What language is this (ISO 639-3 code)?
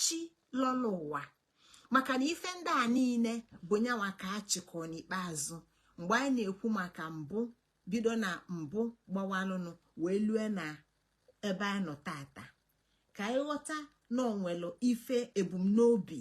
ibo